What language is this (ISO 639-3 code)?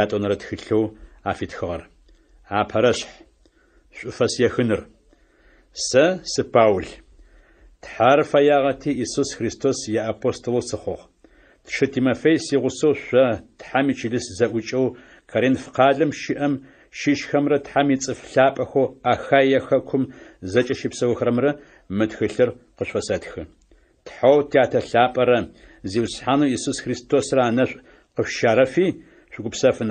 ady